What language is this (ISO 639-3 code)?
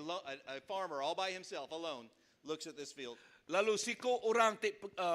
iba